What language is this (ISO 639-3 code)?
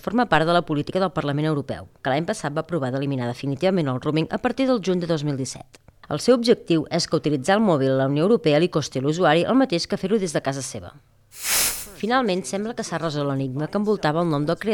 cat